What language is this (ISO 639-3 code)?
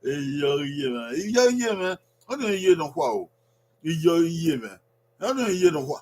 bin